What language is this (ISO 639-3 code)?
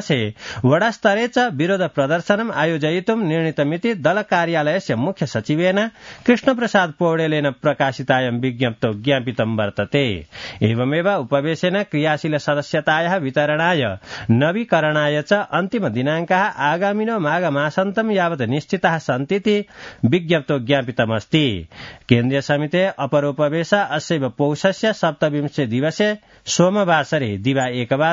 san